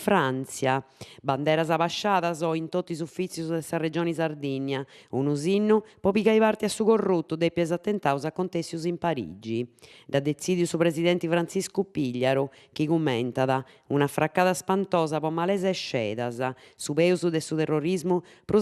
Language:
Sardinian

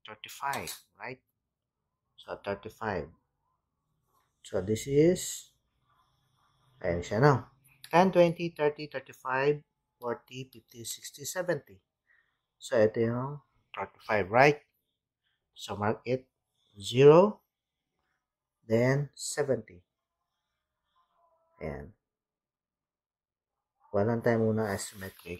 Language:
Filipino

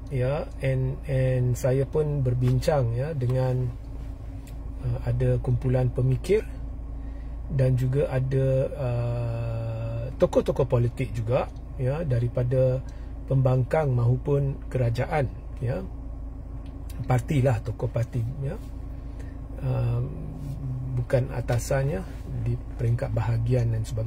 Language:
Malay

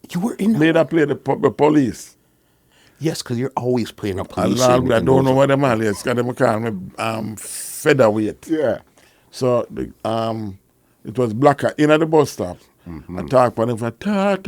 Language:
Jamaican Creole English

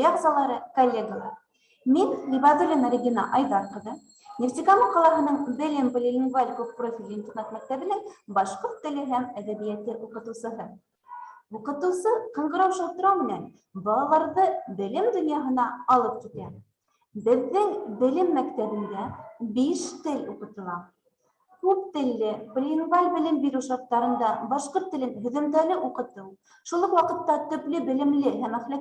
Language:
Bashkir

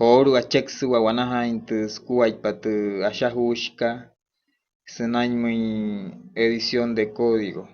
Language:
Wayuu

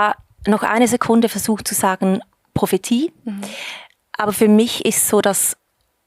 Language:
Swiss German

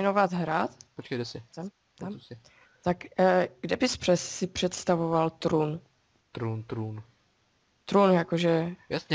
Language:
Czech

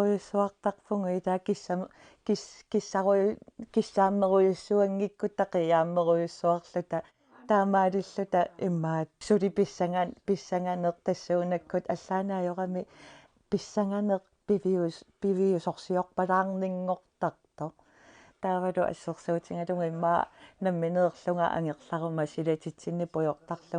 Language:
Kalaallisut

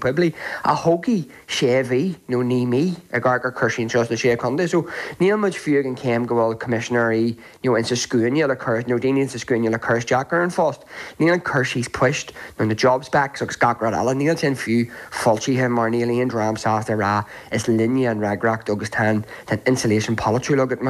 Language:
Irish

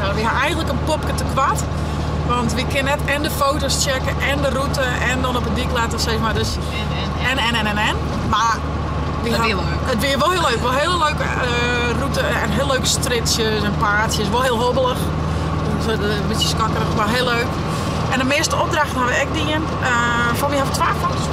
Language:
Western Frisian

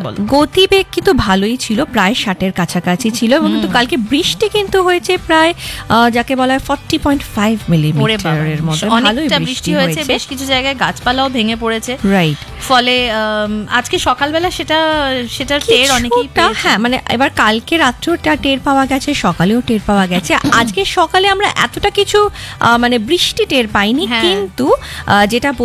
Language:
Bangla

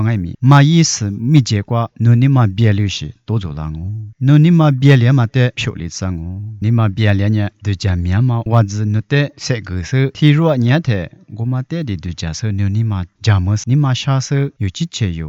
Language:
Lisu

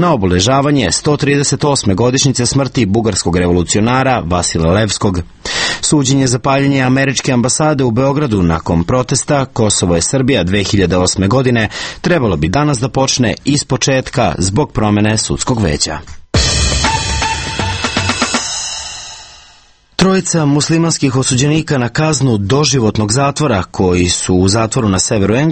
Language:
Serbian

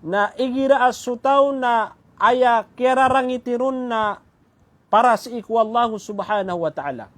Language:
Maranao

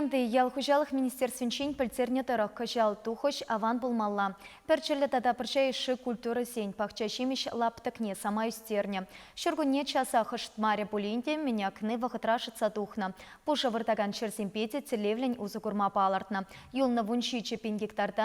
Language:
Chuvash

